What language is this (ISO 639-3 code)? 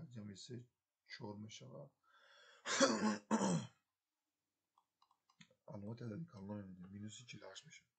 tgk